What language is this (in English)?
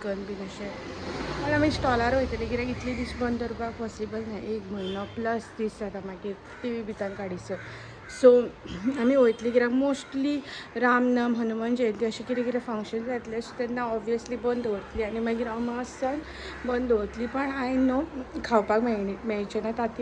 Konkani